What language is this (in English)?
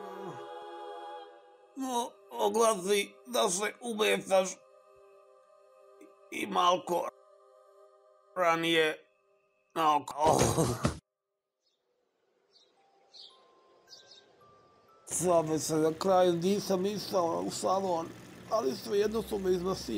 Serbian